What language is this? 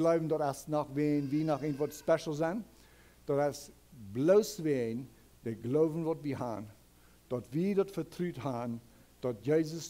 Plautdietsch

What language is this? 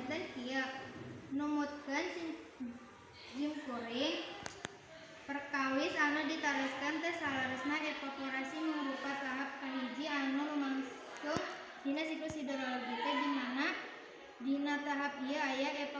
Sundanese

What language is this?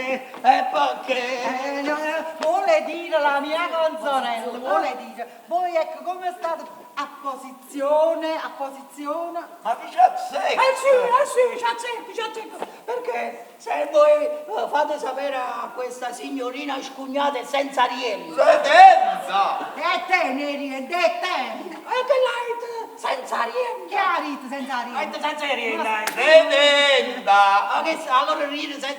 Neapolitan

